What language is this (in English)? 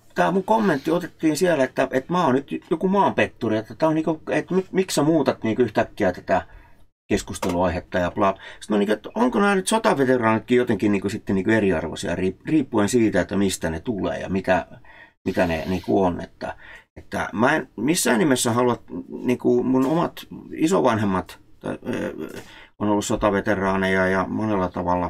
Finnish